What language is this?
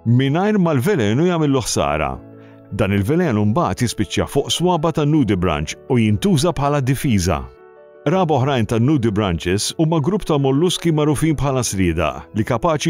Maltese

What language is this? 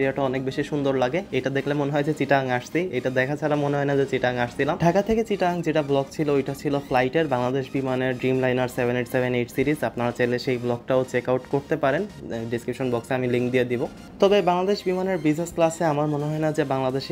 Bangla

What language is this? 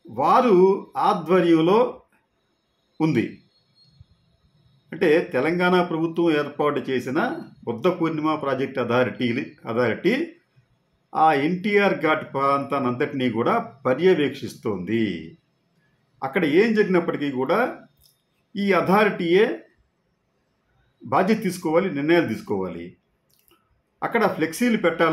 Telugu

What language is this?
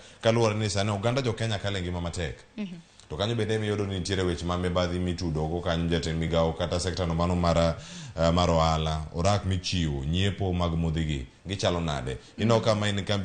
Luo (Kenya and Tanzania)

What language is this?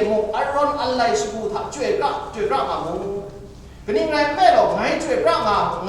Kachin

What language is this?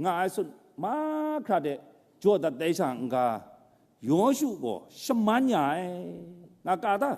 Kachin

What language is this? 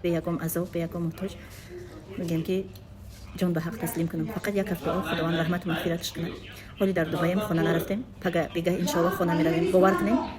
Tajik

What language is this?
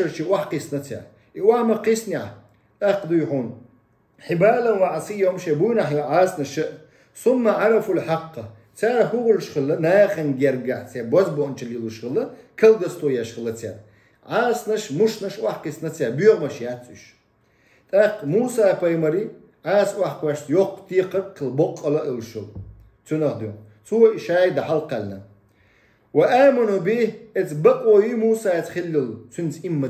Chechen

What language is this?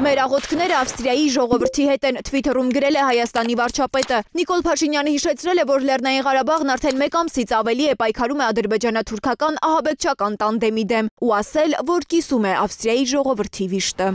Armenian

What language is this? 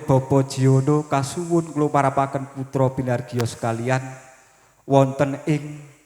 Javanese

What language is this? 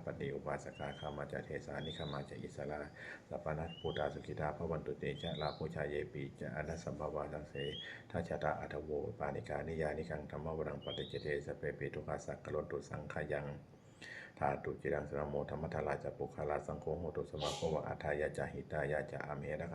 Pali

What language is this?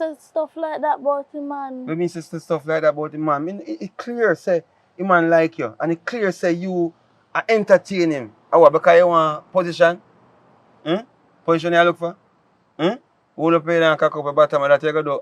Jamaican Creole English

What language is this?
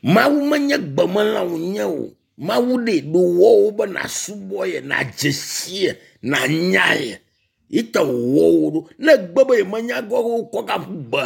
Ewe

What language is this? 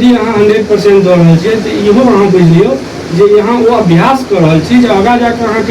Maithili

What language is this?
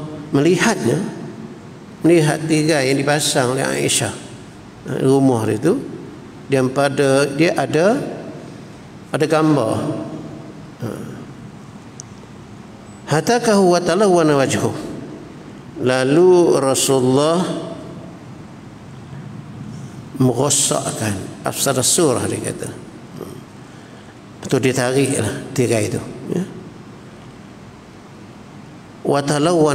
Malay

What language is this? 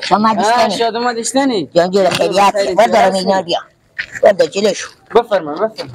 Persian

